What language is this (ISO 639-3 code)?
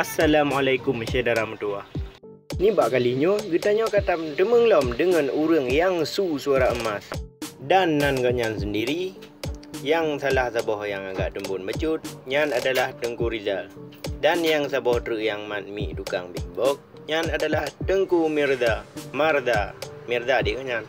ace